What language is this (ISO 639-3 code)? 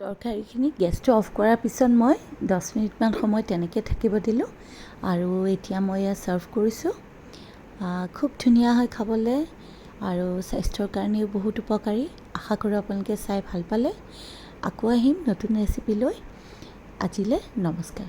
asm